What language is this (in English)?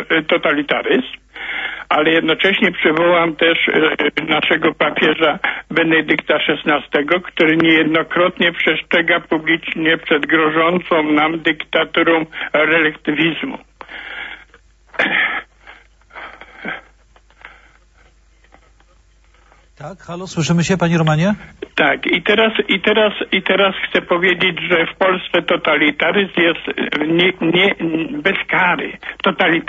Polish